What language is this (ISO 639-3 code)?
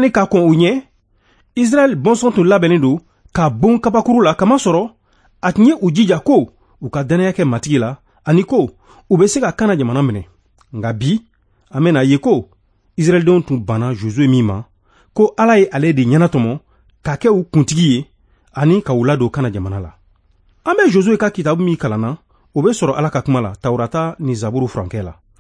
bam